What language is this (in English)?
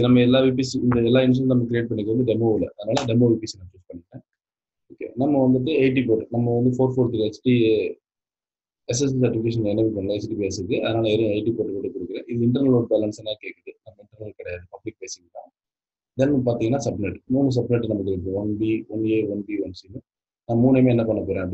Tamil